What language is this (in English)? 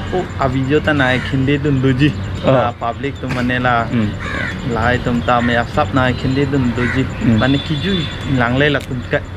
Karbi